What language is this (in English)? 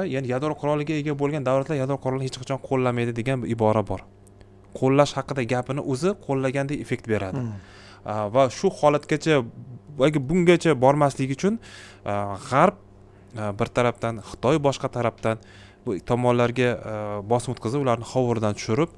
Uzbek